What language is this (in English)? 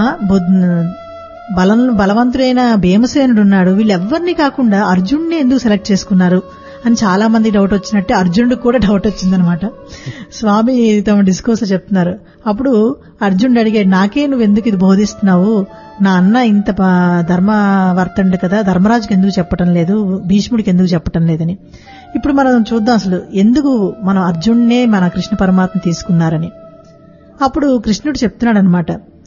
Telugu